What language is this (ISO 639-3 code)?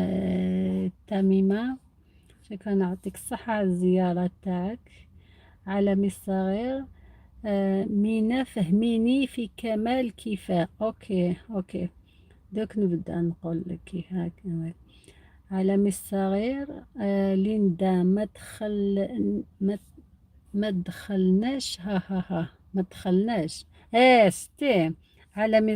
arq